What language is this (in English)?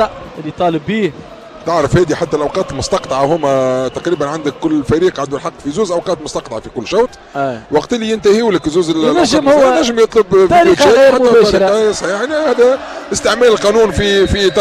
Tunisian Arabic